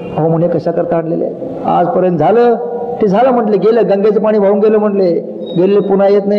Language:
Marathi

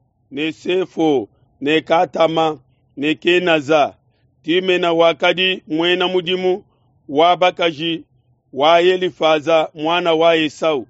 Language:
Luba-Lulua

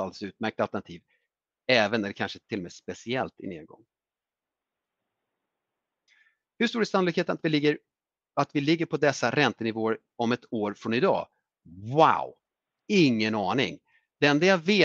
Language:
Swedish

